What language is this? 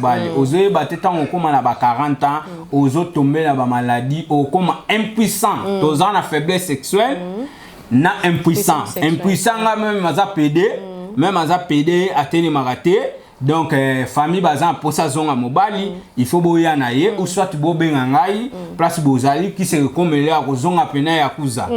Lingala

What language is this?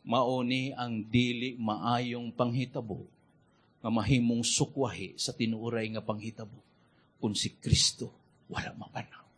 Cebuano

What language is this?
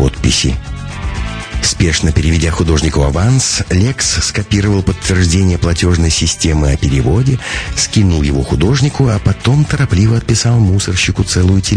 Russian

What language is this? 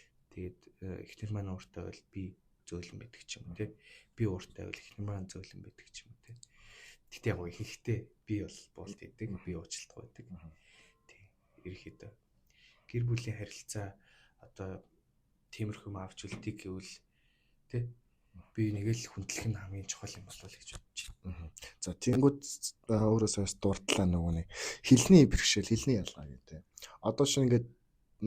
Mongolian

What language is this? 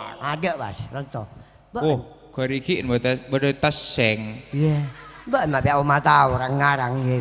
Madurese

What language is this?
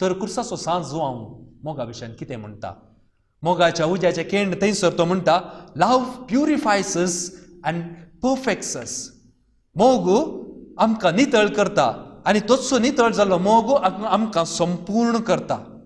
Konkani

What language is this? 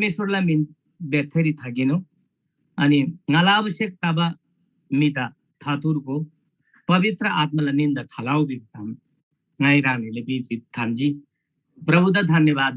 Eastern Tamang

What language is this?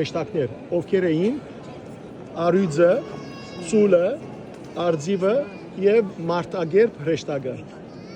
Western Armenian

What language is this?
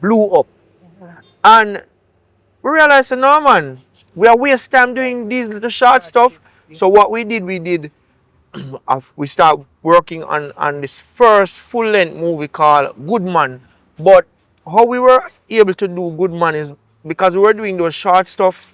Jamaican Creole English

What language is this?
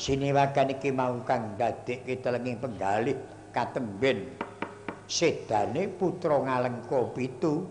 Javanese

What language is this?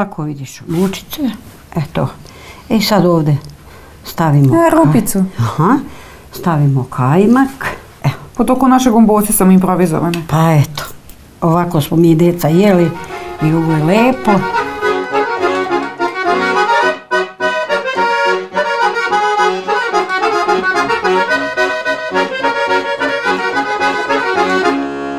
Serbian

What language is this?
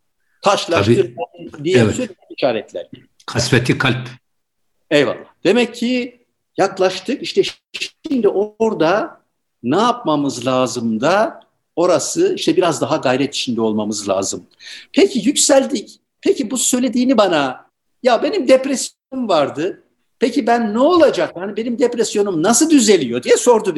Turkish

